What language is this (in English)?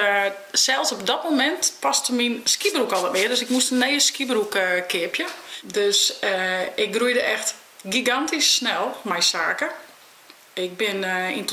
Western Frisian